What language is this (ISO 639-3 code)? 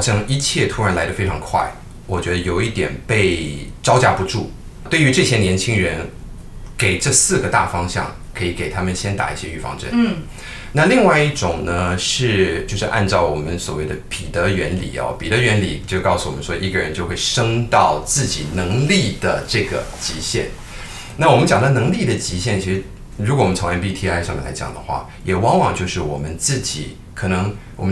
zho